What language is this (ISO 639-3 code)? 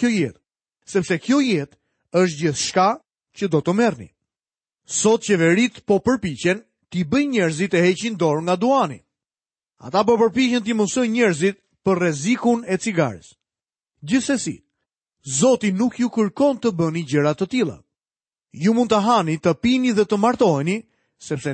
sqi